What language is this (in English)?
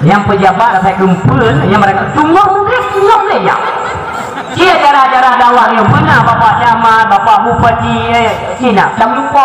Achinese